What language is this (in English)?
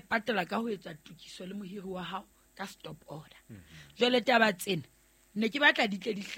Southern Sotho